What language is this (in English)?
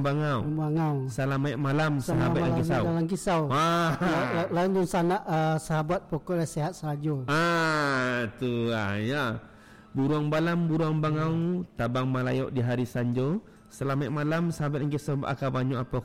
Minangkabau